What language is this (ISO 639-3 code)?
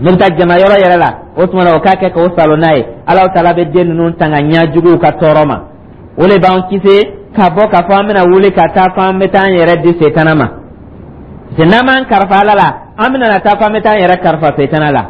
dyu